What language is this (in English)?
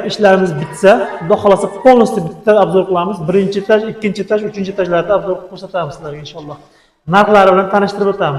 Uzbek